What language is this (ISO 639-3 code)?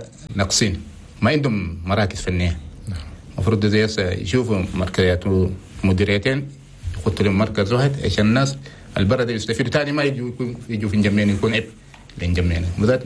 shu